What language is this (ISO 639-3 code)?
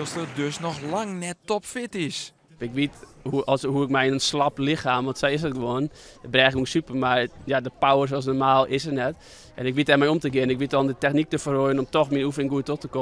fry